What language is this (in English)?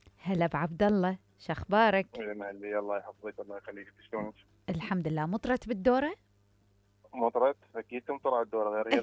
Mesopotamian Arabic